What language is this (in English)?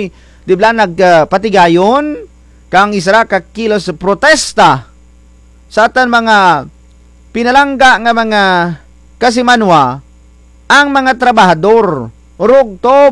Kinaray-a